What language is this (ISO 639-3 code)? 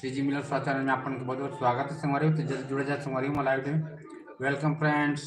hne